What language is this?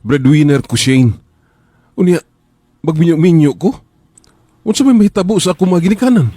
Cebuano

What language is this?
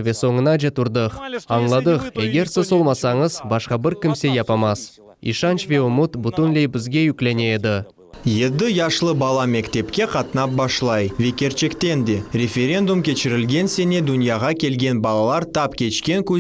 Crimean Tatar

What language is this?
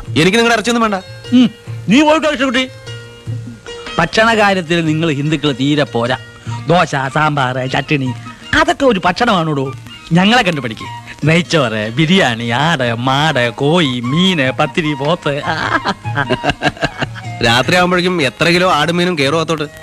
Malayalam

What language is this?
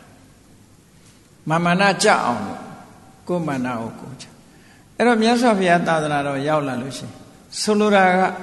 Burmese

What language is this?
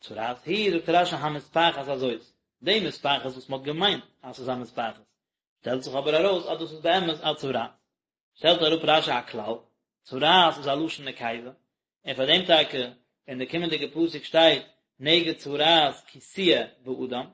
Yiddish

